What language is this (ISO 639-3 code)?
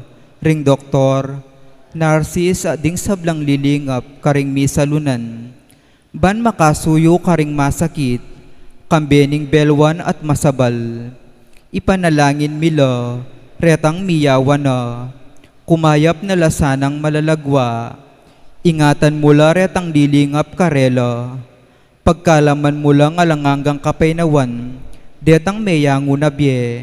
pam